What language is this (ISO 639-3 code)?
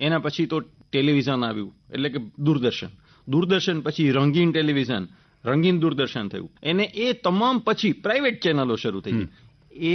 guj